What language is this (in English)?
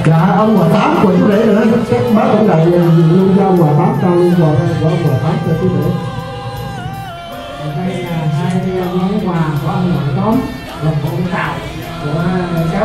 Vietnamese